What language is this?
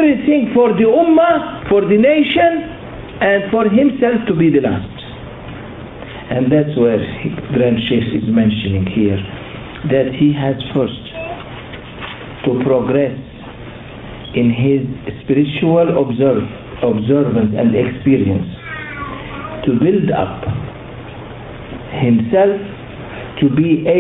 English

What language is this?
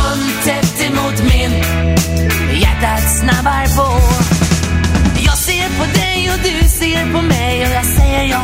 Swedish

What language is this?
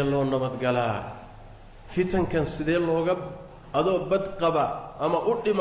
Somali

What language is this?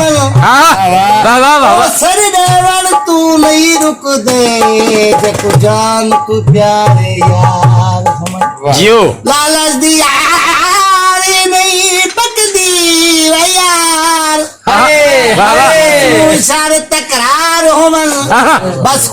Saraiki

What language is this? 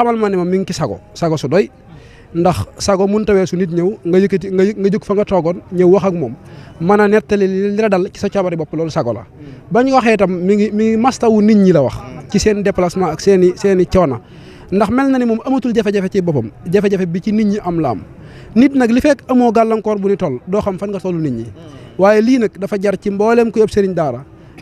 Wolof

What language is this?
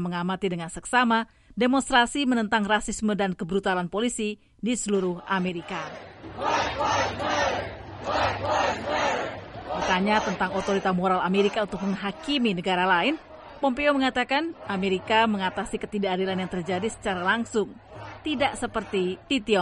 Indonesian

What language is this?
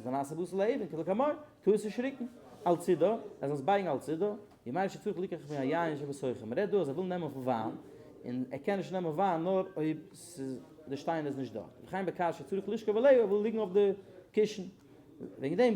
Yiddish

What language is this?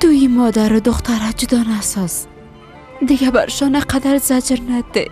Persian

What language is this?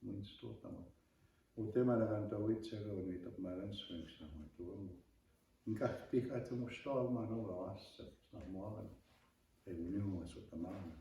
Plains Cree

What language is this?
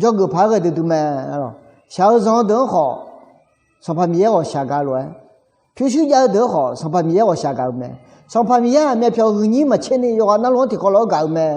Akha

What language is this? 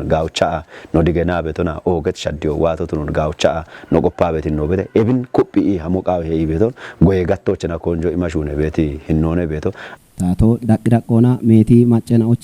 Kafa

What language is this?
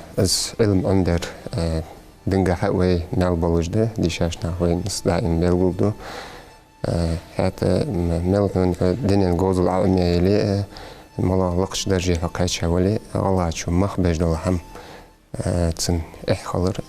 Ingush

